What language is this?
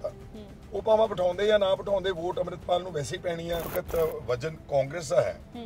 Punjabi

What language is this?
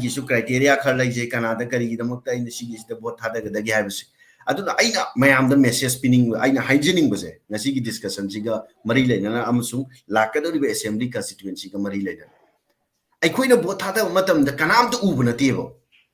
Manipuri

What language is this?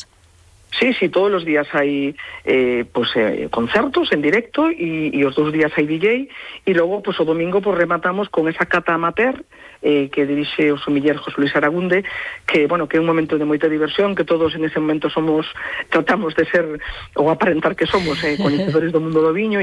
Galician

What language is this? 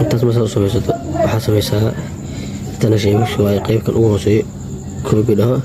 Somali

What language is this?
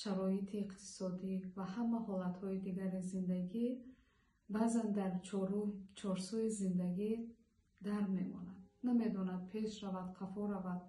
Tajik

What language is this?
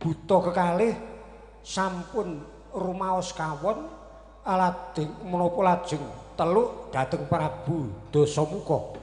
Javanese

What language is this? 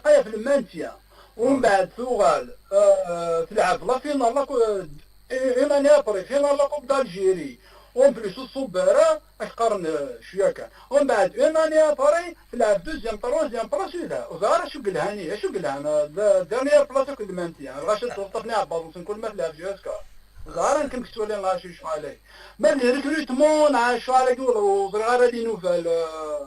Kabyle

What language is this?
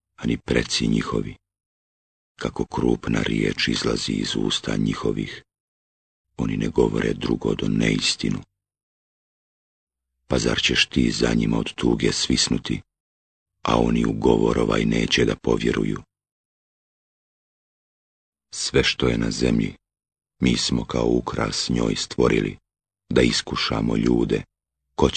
Bosnian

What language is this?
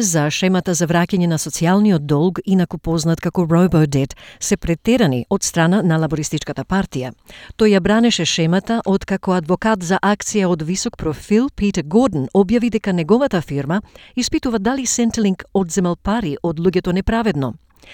Macedonian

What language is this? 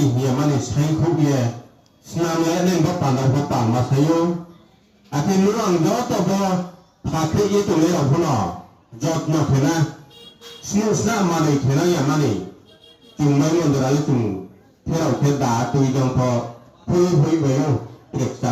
Riang (India)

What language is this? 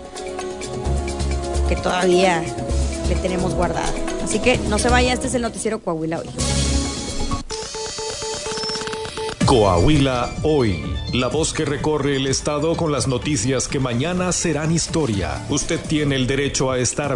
Spanish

